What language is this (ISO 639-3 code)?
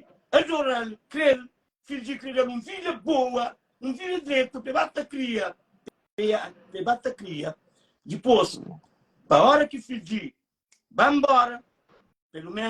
kea